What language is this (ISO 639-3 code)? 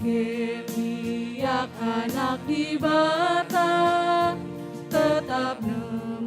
btx